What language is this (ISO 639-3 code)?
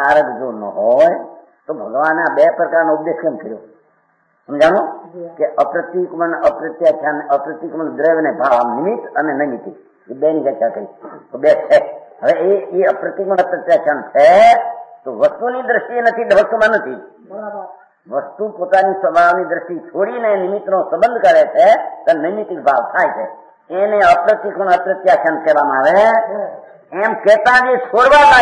guj